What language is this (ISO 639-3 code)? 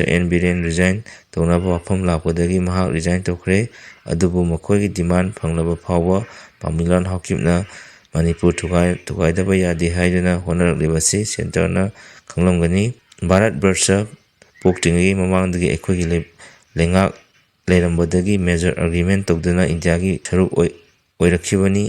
mni